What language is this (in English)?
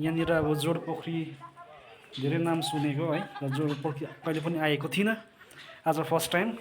Nepali